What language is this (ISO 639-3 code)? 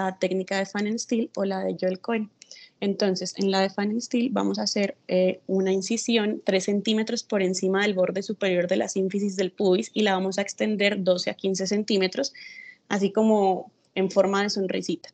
spa